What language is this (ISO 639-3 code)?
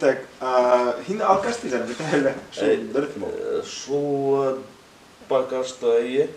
bak